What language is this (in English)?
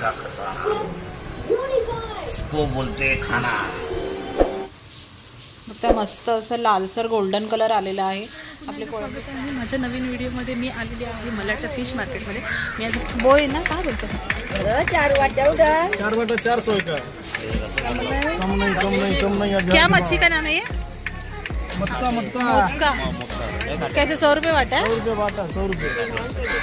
Marathi